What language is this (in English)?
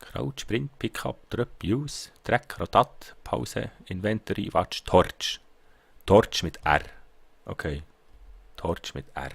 Swiss German